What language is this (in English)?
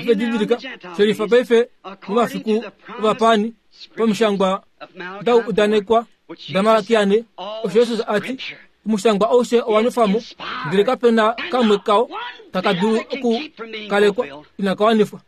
Kuanyama